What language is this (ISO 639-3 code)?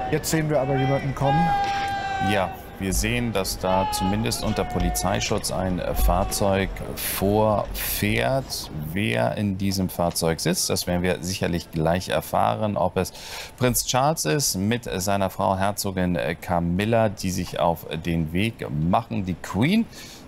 deu